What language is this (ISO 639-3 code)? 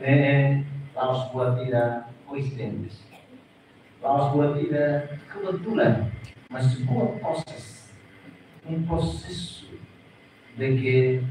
tet